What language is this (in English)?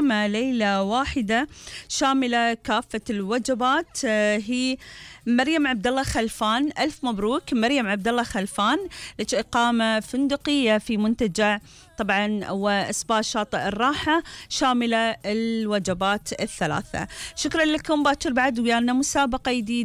Gulf Arabic